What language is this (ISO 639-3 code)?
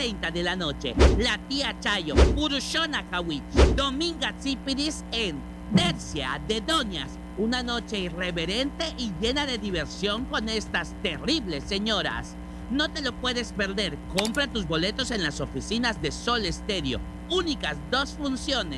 spa